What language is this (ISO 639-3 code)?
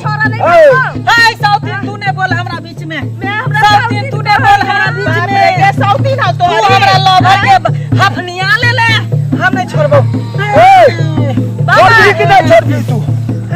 mai